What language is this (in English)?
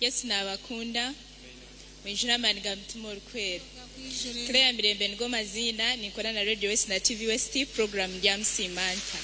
Nyankole